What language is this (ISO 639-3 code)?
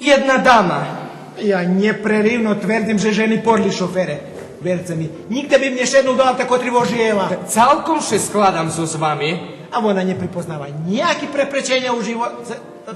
rue